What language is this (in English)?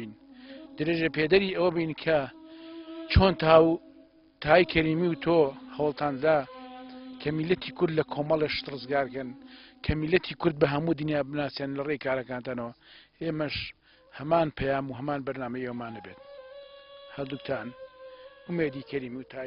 Central Kurdish